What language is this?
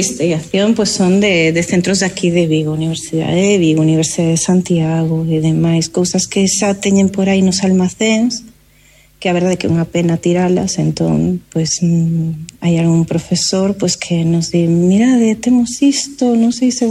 Galician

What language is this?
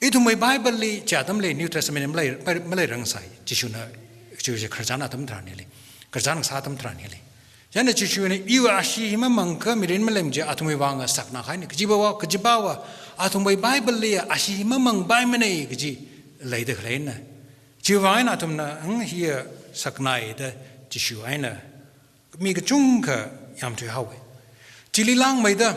Tangkhul Naga (India)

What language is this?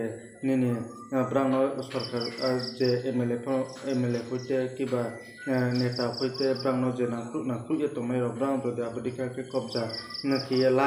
Riang (India)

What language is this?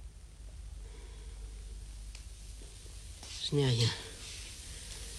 French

